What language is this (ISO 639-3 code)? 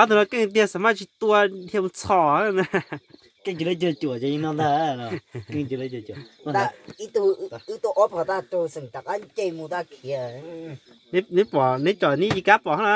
hmn